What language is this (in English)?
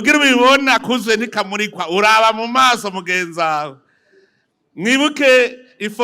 Rundi